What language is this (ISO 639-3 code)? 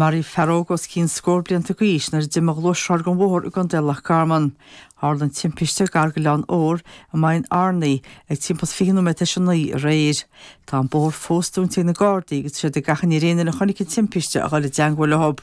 gle